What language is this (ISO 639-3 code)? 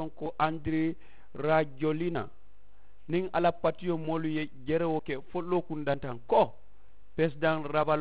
man